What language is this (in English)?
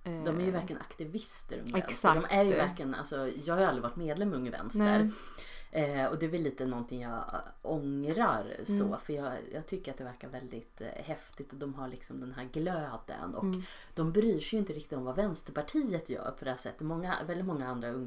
Swedish